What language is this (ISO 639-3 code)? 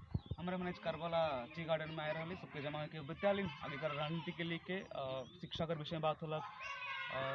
sck